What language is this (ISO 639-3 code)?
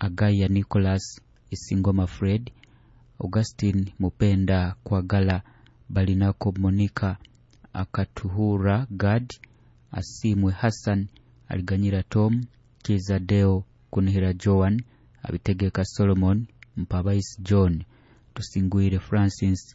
nyo